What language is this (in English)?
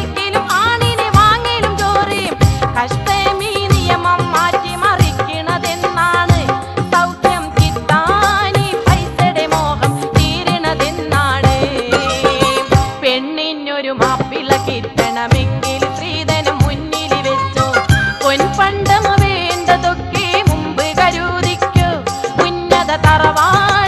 Malayalam